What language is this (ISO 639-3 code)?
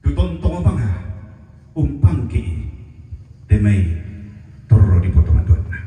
sda